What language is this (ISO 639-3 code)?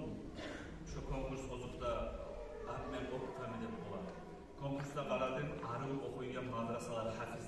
kum